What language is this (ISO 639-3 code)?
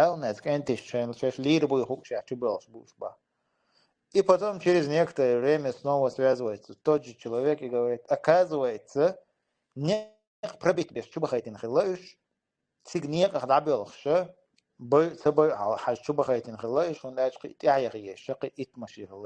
che